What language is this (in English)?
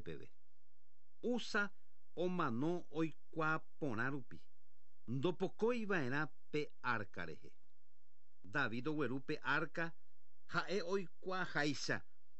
Guarani